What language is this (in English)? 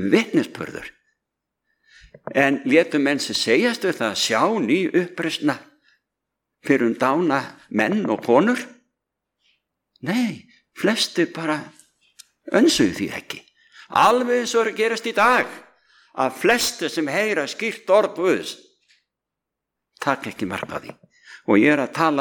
Icelandic